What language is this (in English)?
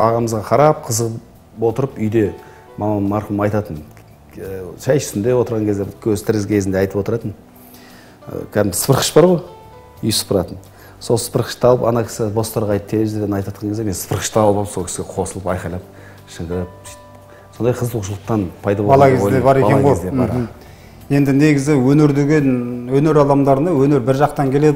Kazakh